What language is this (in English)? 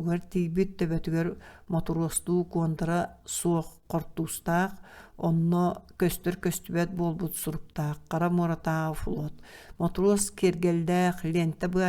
Yakut